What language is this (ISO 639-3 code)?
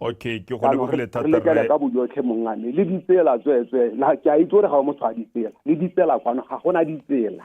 tsn